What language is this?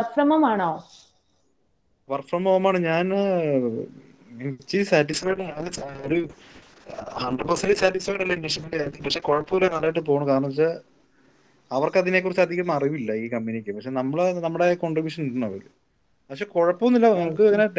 Malayalam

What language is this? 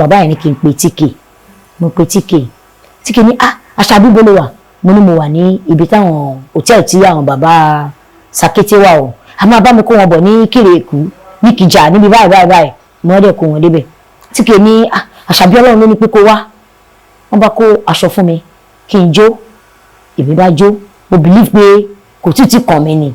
Yoruba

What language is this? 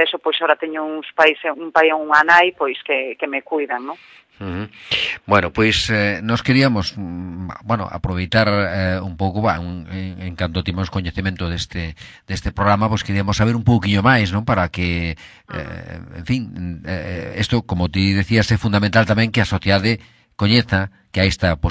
Galician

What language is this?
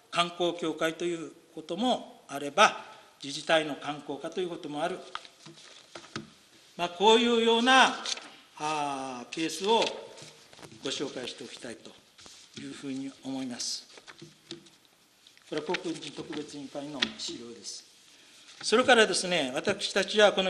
Japanese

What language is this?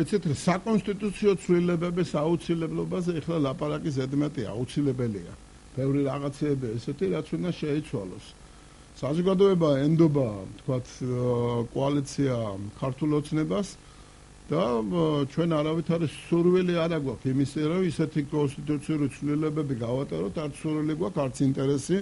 Georgian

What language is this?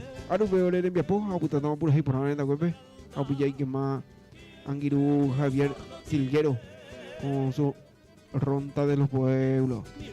Guarani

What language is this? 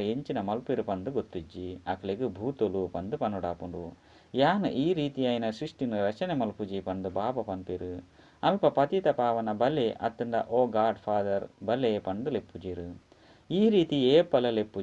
Tulu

